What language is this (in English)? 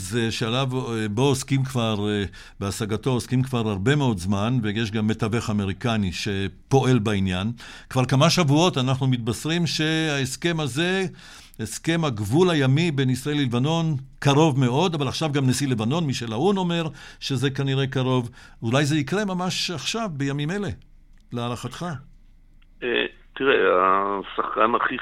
Hebrew